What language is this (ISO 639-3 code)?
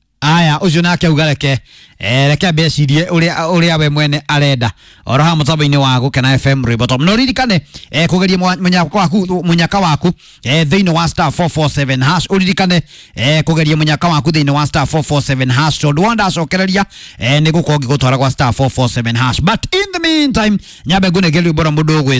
kik